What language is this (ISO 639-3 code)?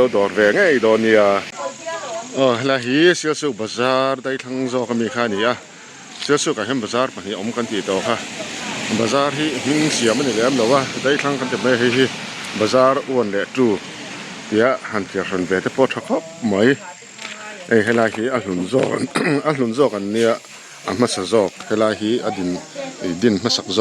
lus